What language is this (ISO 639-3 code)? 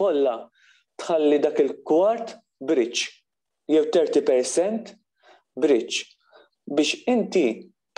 mlt